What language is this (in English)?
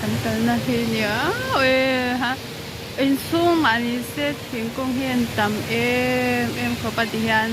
Mizo